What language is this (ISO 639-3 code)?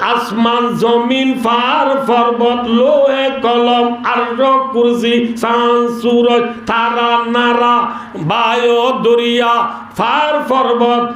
rhg